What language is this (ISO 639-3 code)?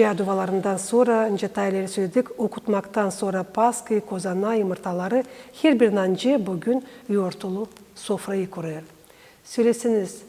gag